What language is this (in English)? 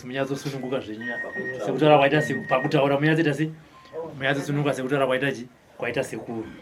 Shona